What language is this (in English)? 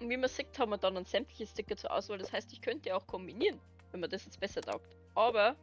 Bavarian